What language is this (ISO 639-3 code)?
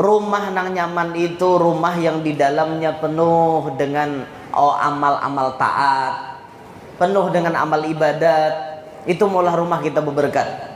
bjn